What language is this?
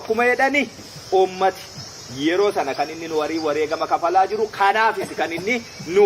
Oromo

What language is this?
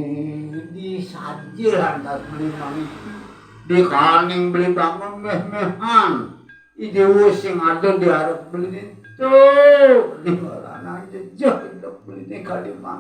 Balinese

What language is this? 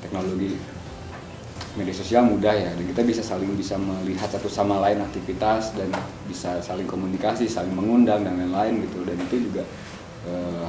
Indonesian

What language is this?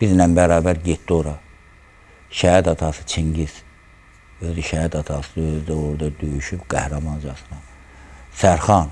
Azerbaijani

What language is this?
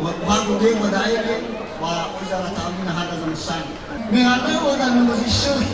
Nias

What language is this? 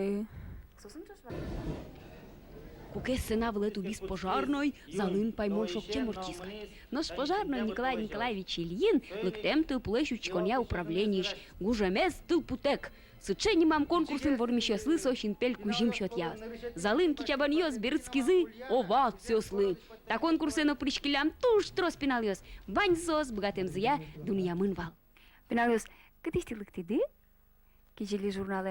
Udmurt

